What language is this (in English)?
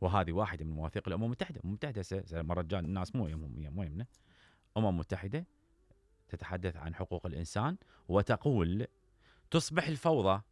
Mesopotamian Arabic